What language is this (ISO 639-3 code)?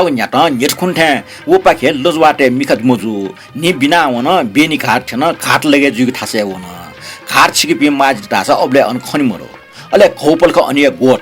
new